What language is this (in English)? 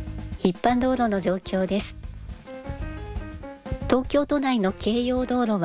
Japanese